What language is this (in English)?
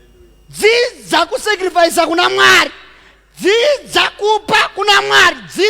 Shona